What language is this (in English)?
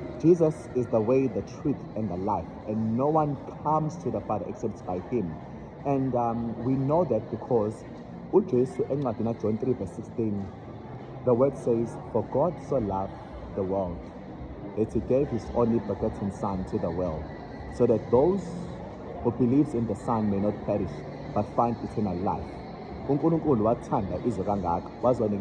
Zulu